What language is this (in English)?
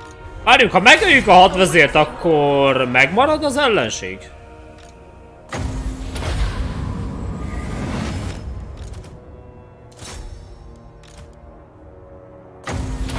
Hungarian